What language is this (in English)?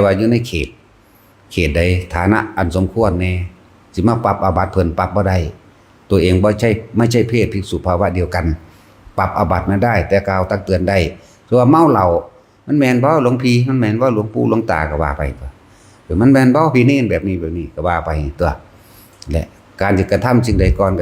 Northeastern Thai